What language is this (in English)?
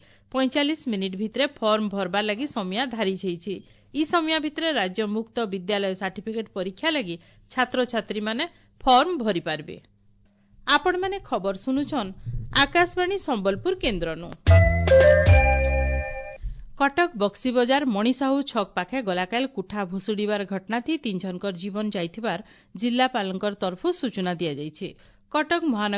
Odia